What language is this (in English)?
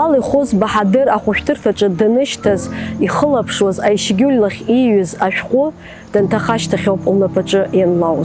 Abkhazian